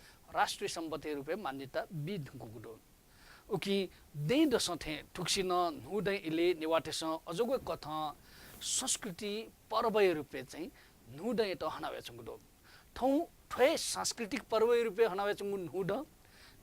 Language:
Newari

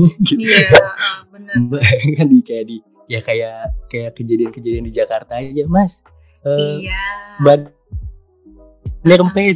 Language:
Indonesian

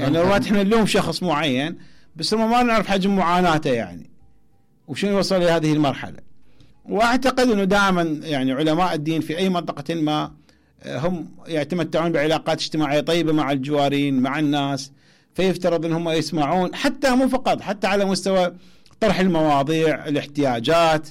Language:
Mesopotamian Arabic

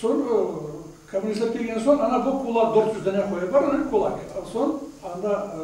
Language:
Crimean Tatar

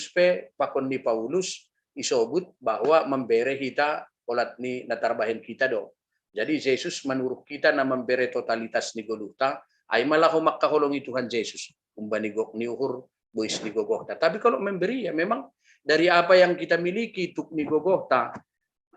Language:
Batak Simalungun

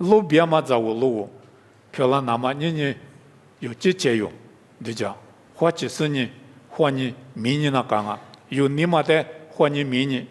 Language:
Lisu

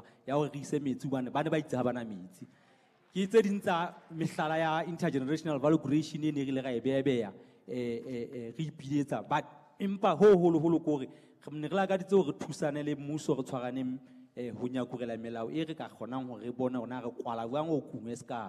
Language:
Southern Sotho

